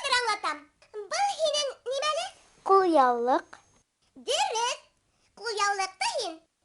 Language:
Bashkir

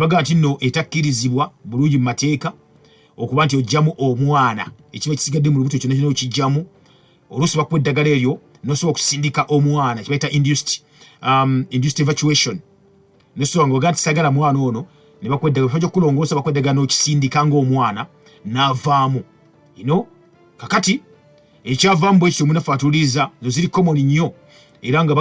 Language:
Ganda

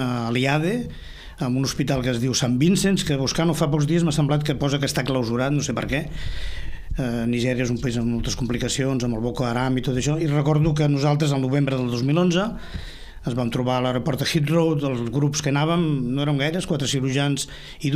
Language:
Catalan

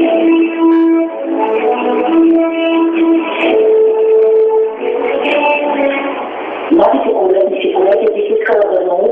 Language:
Bulgarian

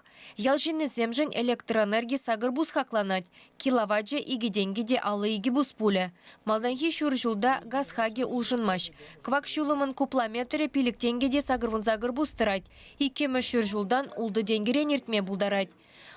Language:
Chuvash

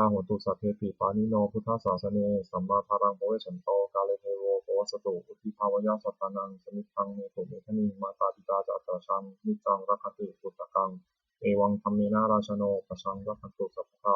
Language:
Pali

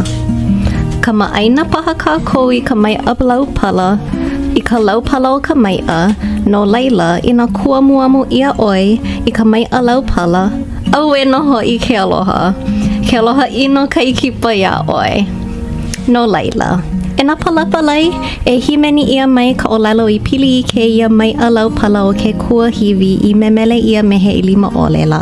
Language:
Hawaiian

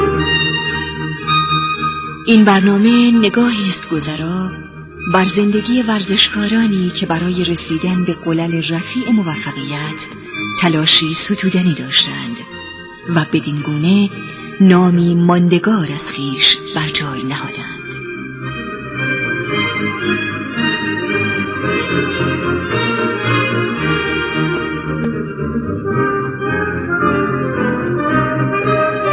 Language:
Persian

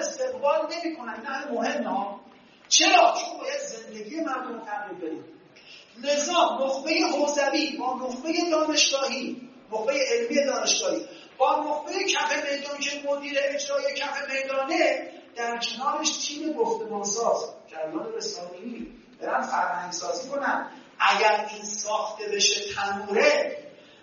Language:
Persian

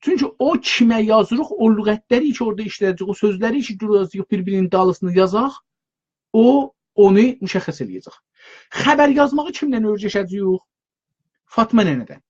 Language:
South Azerbaijani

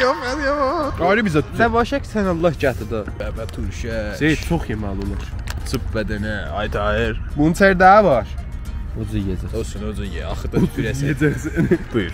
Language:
South Azerbaijani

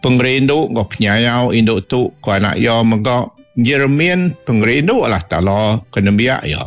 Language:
Iban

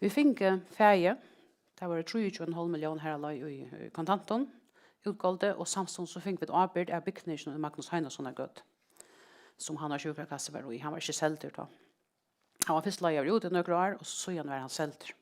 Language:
Faroese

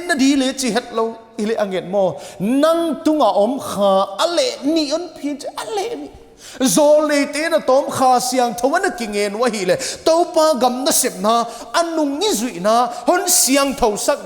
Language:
Paite Chin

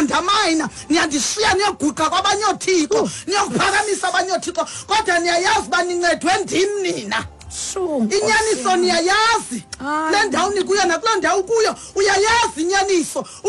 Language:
Xhosa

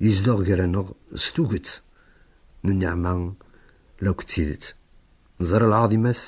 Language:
Kabyle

